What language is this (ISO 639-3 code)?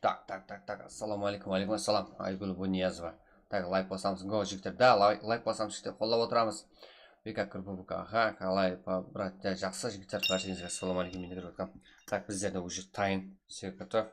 kaa